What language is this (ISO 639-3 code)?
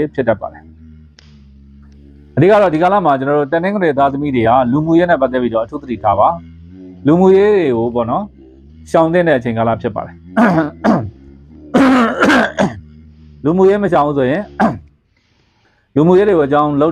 mya